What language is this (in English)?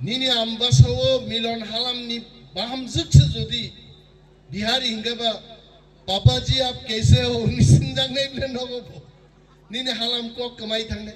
Kok Borok